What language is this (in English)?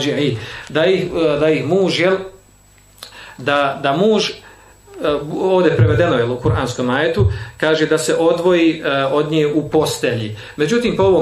Bosnian